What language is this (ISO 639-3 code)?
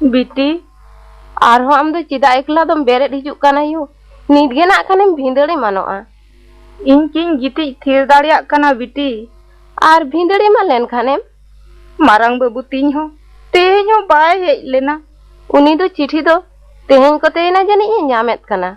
sat